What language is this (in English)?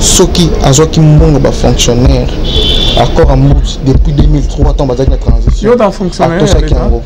Lingala